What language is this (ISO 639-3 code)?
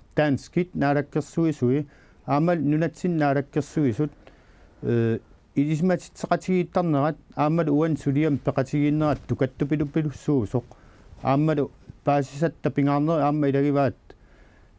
kal